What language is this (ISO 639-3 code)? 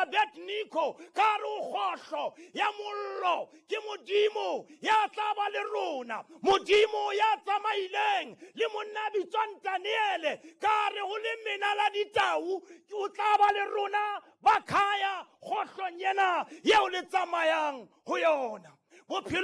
sot